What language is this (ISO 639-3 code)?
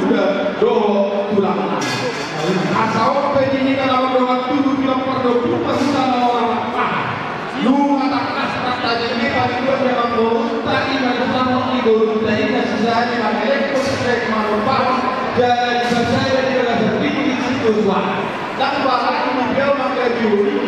bbc